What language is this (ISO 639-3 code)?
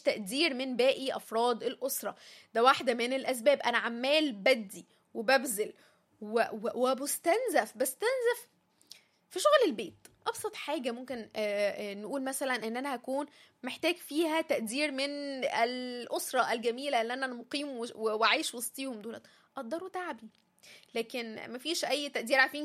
arz